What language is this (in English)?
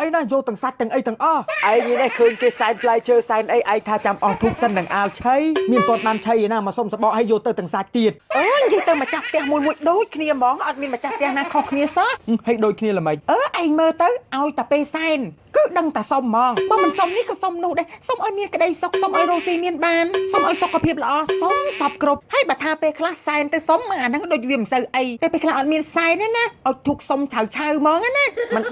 Khmer